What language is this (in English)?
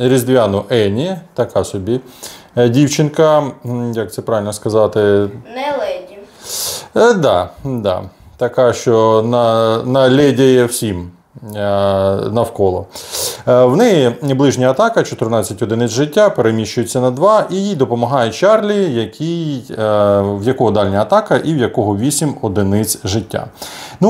Ukrainian